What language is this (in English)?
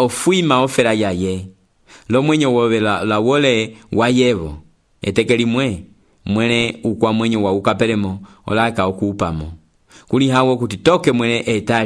Umbundu